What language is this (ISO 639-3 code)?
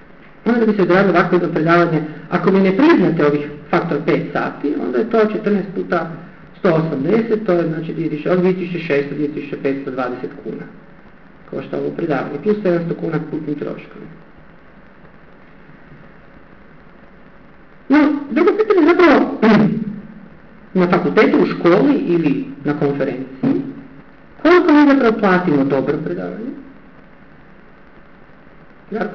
hrv